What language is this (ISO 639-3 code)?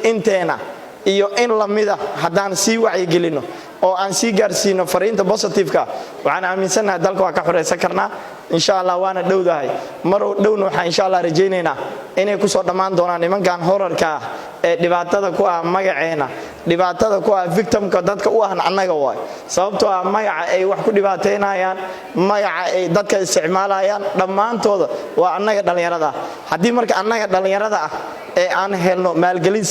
som